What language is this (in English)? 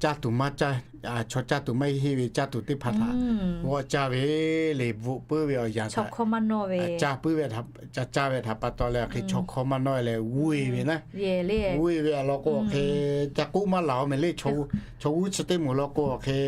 Lahu